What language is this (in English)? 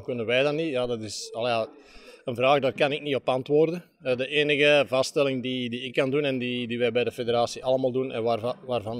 Dutch